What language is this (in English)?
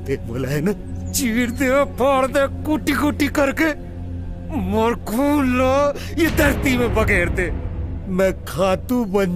Chhattisgarhi